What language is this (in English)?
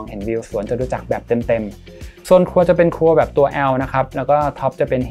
Thai